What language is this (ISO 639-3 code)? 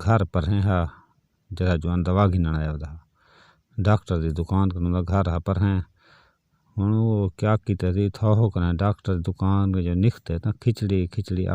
skr